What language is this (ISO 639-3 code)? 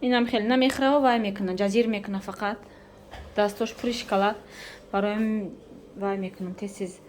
tgk